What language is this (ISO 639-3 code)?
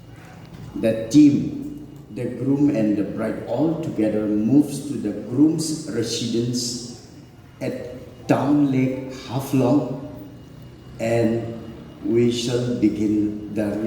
hmr